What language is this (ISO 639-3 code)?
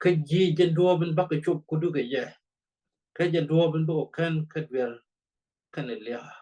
nus